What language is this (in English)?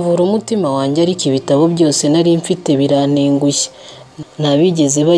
Kinyarwanda